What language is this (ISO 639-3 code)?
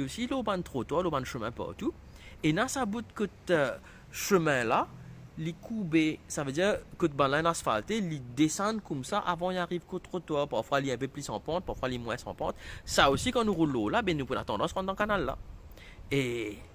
mfe